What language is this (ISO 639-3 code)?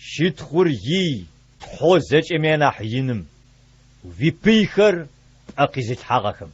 ady